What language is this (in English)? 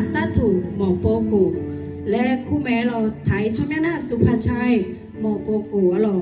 Akha